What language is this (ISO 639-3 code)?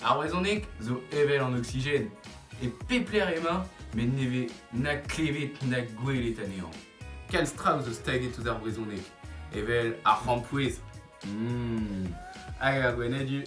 bre